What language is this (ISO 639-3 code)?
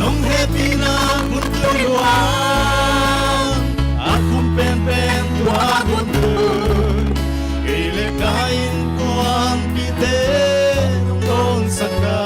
pck